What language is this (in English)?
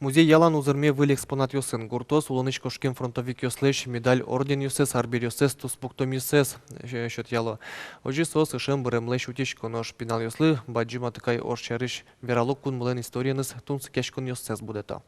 Udmurt